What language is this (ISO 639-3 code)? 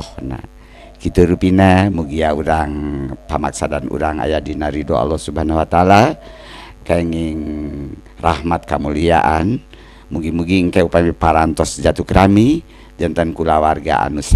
sun